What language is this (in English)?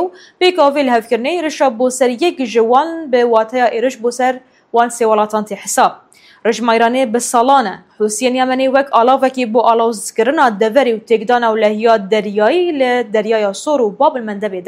Kurdish